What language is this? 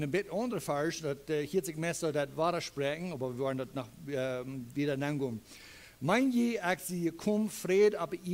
Plautdietsch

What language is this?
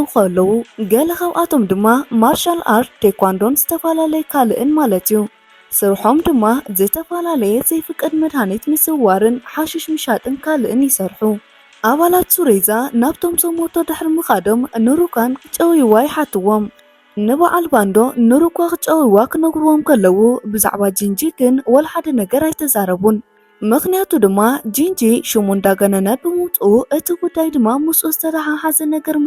Tigrinya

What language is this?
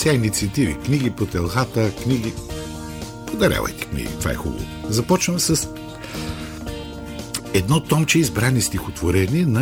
Bulgarian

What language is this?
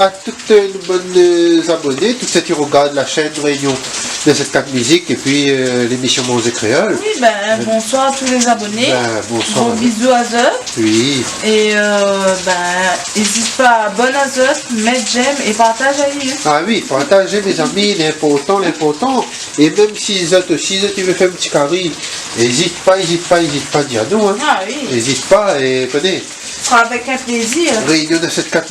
Réunion Creole French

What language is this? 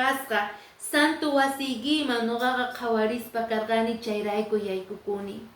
Quechua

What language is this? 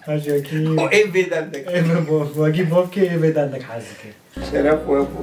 Kurdish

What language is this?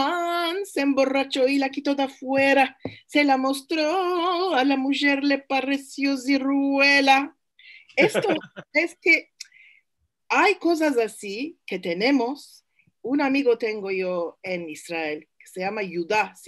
Ladino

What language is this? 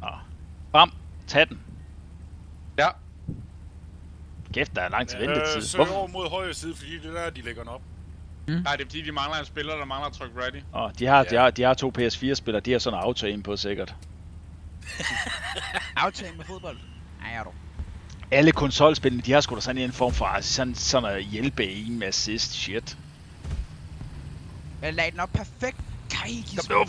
Danish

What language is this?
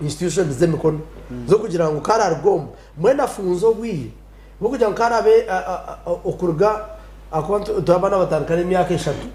Nyankole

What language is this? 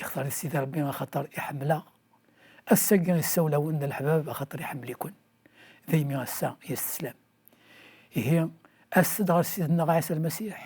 Kabyle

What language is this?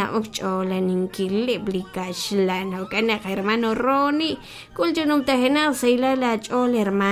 Kekchí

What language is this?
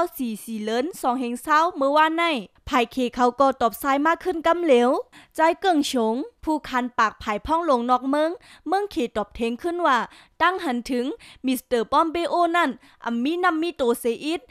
Shan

